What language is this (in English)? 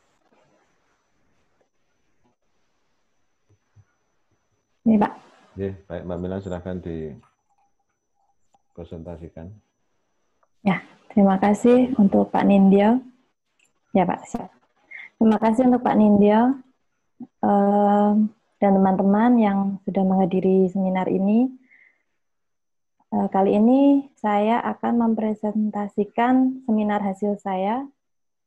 Indonesian